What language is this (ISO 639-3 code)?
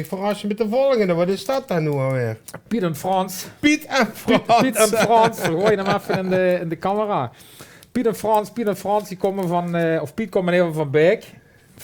lim